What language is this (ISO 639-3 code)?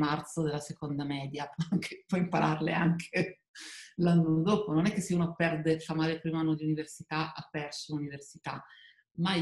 ita